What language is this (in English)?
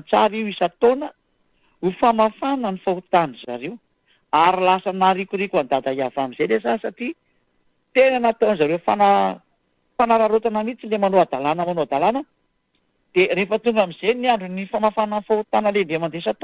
Malagasy